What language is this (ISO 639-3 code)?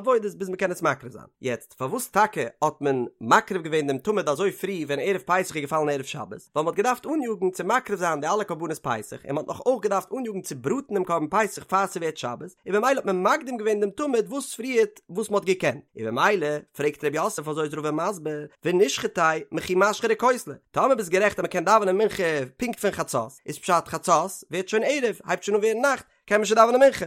yid